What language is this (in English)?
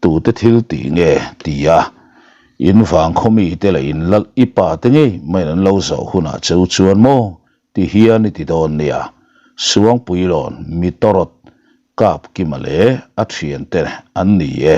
Mizo